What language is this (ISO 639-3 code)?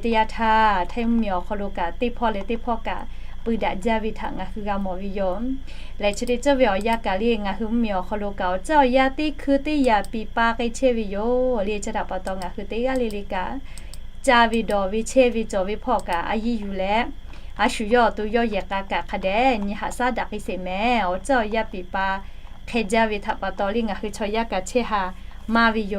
lhu